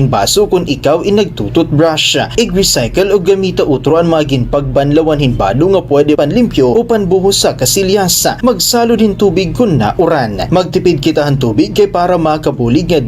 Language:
Waray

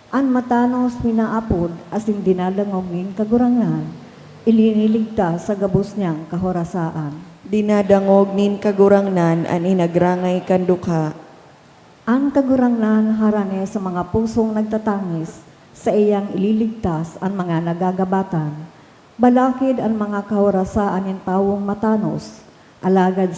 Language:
Bikol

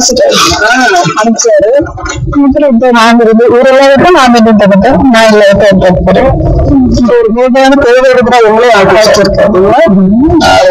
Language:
Tamil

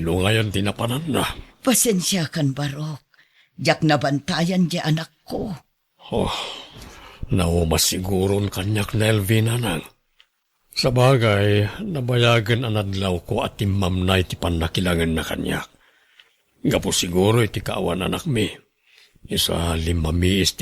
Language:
Iloko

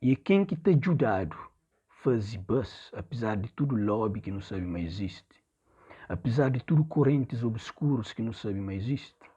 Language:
Kabuverdianu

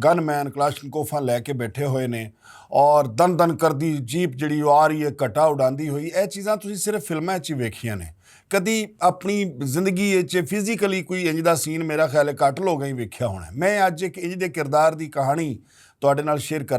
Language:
Western Panjabi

